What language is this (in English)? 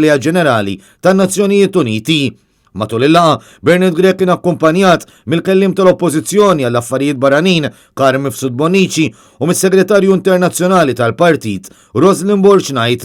Maltese